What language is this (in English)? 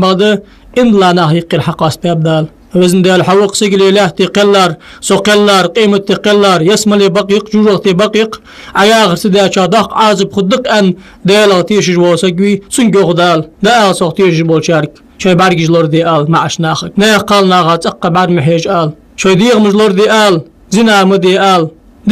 Ingush